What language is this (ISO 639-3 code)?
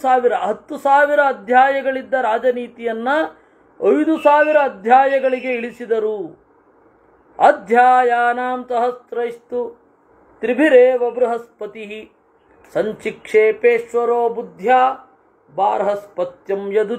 kan